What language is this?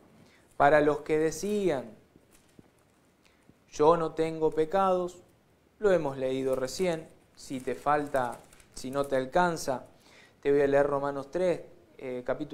Spanish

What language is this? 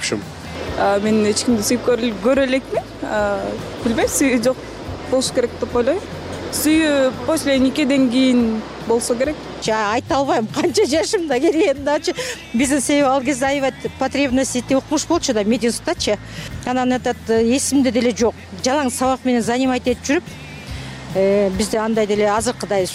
Kyrgyz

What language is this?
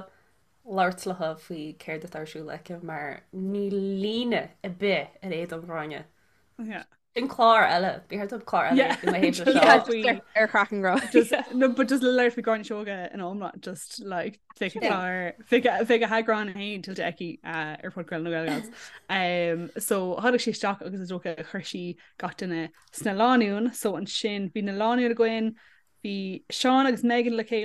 Irish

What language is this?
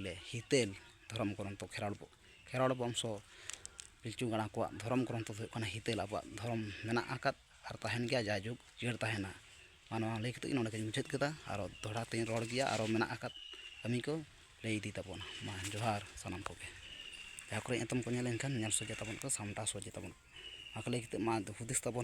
Santali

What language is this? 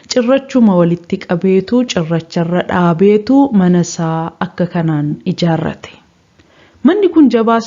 Oromo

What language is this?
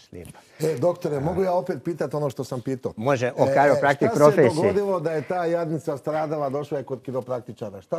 Croatian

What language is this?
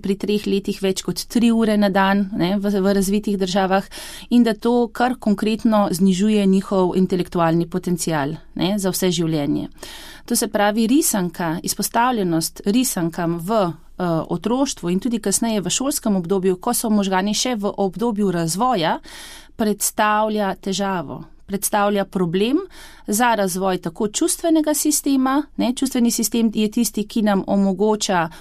Slovenian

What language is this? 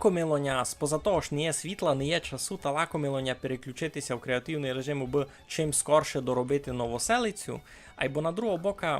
Rusyn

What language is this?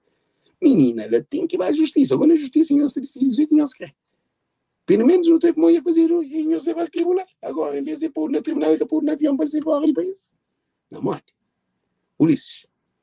Kabuverdianu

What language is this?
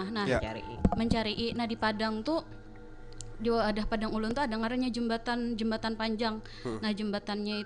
Banjar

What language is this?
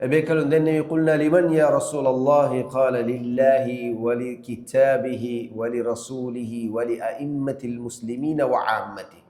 Divehi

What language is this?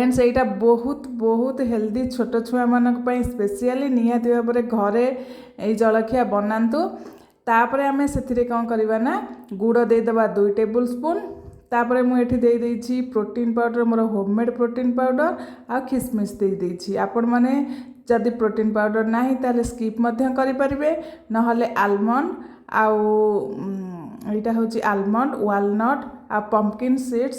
Odia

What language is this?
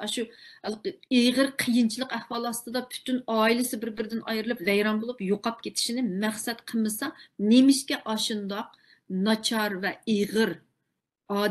Uyghur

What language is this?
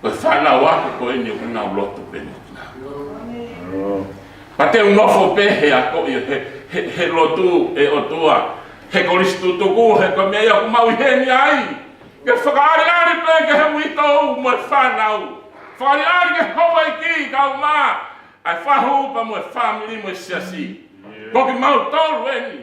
Tongan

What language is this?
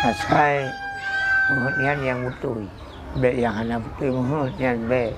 Achinese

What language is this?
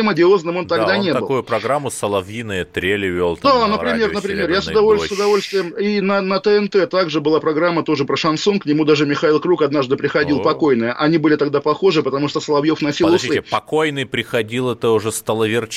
Russian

